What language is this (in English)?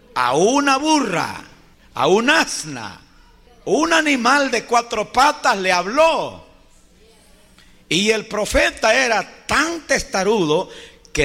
Spanish